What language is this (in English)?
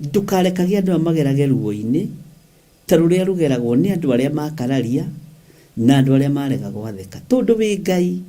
Kikuyu